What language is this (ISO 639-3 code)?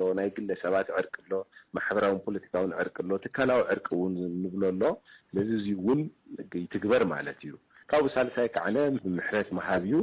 tir